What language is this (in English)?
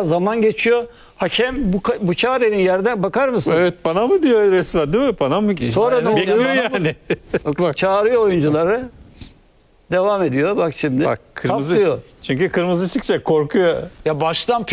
Turkish